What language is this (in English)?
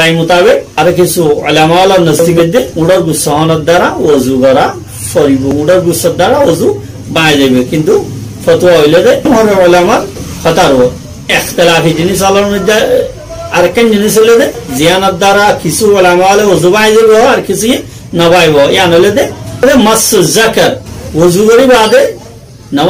Rohingya